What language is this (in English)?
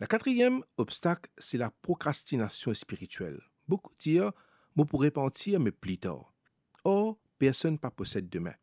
Morisyen